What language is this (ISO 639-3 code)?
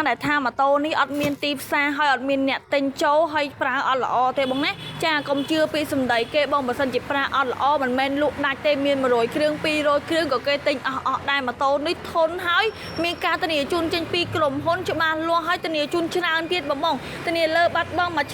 khm